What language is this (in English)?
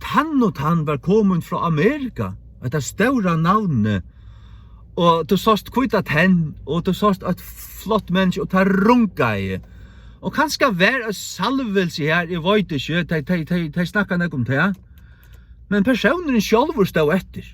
Faroese